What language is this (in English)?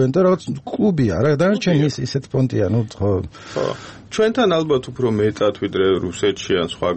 Georgian